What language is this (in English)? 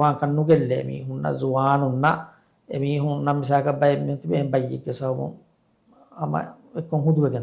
Divehi